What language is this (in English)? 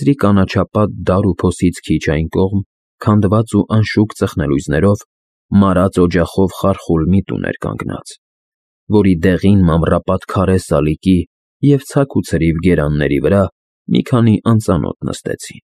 Armenian